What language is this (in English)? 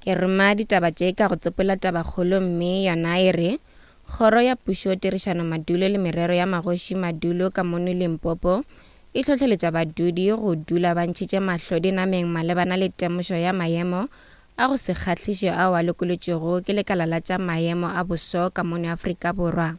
Northern Sotho